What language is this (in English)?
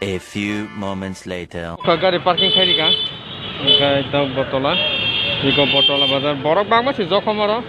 Kok Borok